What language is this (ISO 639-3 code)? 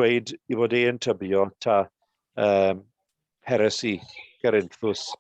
cym